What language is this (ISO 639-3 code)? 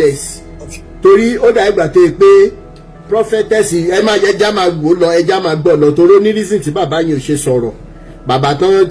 yor